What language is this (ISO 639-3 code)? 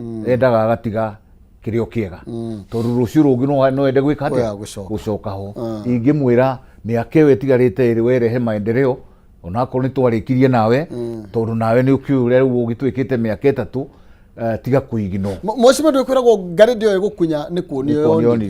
kik